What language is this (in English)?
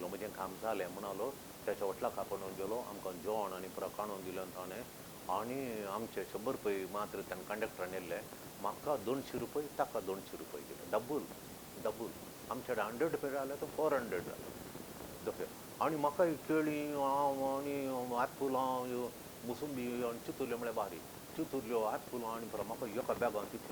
Konkani